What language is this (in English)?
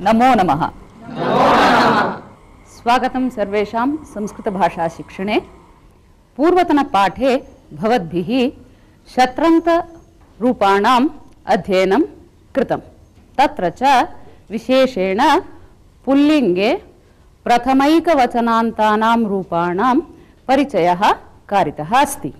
Sanskrit